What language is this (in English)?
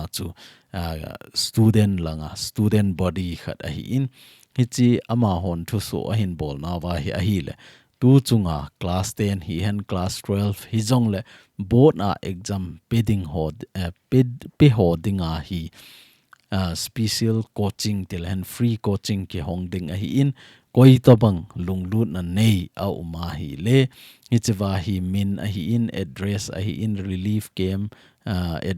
Thado Chin